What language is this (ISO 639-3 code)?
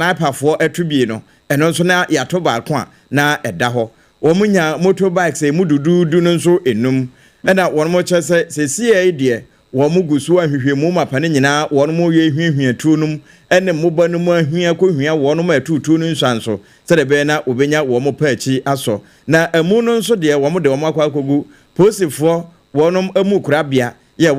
aka